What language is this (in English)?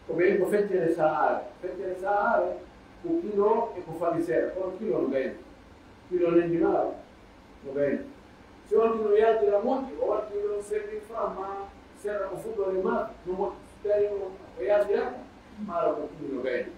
Pular